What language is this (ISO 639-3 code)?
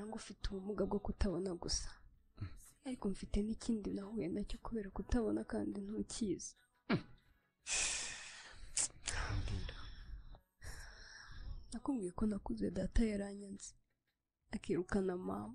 kin